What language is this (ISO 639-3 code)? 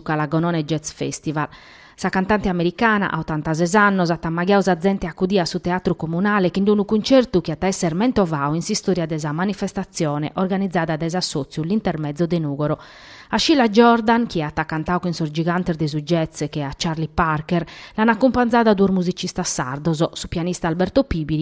srd